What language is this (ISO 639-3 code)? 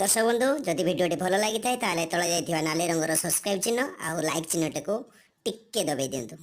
ori